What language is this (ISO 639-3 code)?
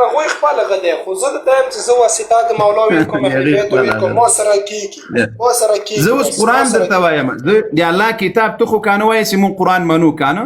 pus